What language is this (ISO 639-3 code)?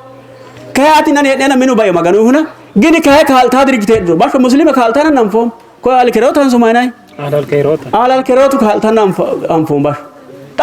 sid